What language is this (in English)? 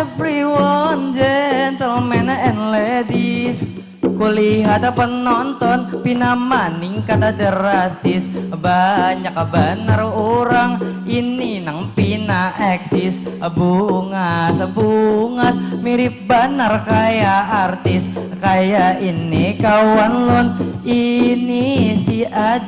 Banjar